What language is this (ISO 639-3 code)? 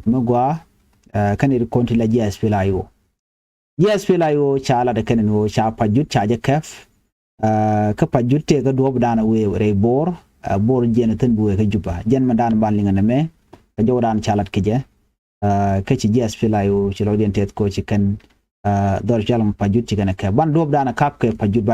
nus